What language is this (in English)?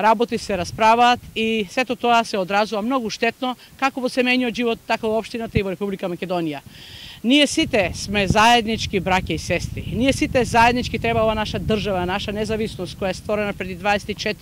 Macedonian